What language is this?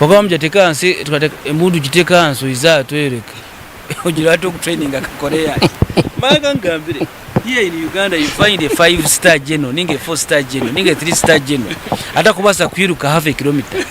Nyankole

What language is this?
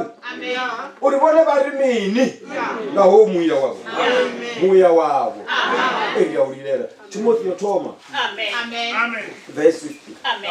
Venda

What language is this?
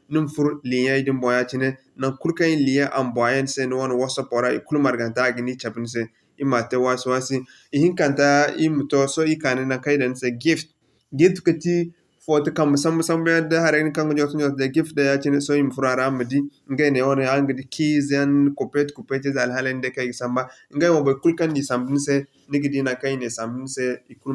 Zarma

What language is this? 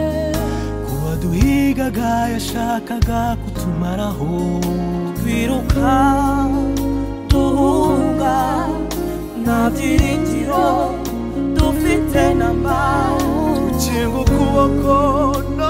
Kinyarwanda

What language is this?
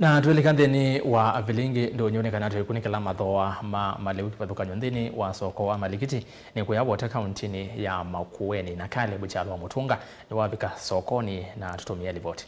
Kamba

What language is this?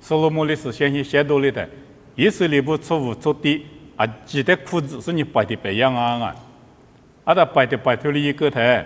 Lisu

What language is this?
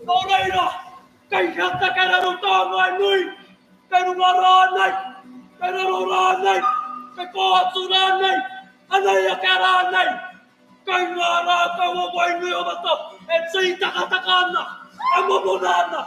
Māori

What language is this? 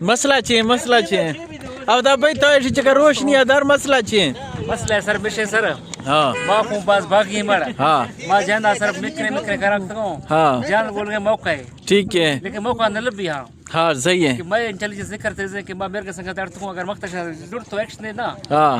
Eastern Balochi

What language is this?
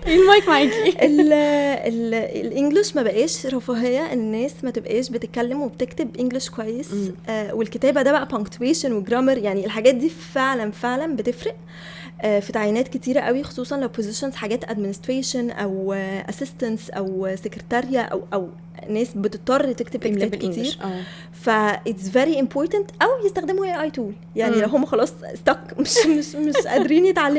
Egyptian Arabic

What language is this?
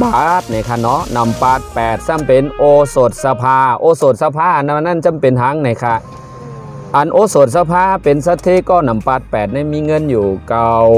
Shan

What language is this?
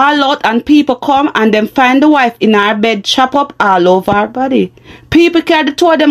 Jamaican Creole English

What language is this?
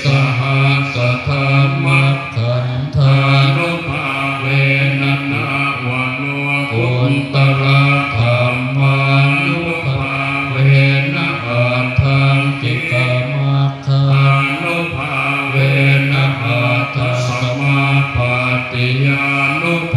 Pali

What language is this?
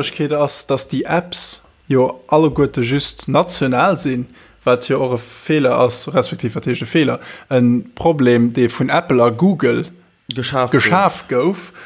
Luxembourgish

